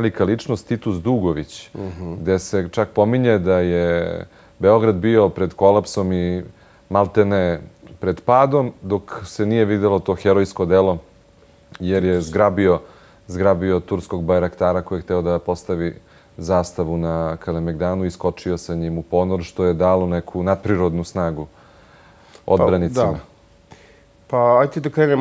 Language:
Serbian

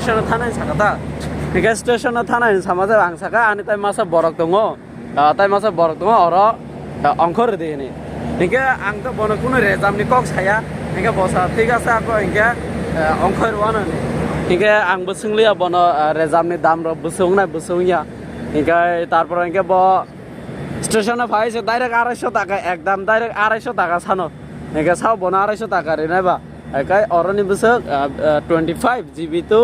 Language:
Kok Borok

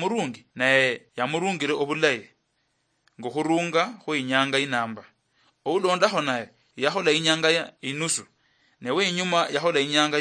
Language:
Luyia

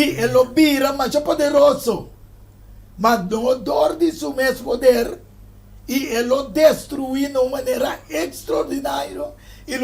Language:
Papiamento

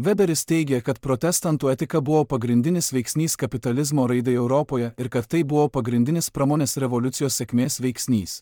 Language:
Lithuanian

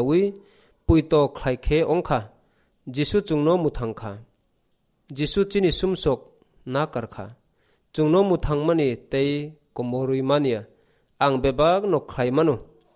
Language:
Kok Borok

